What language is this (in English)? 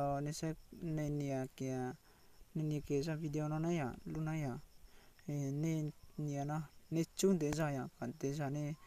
Hmong